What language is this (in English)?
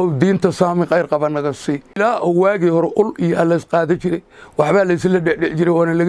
Somali